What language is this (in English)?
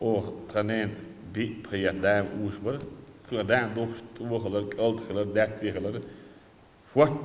Chechen